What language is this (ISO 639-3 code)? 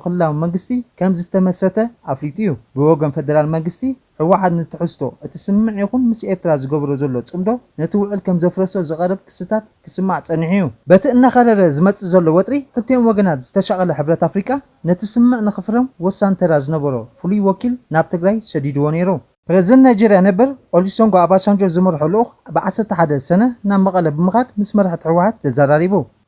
tir